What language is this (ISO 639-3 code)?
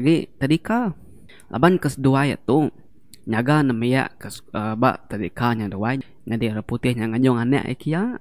iba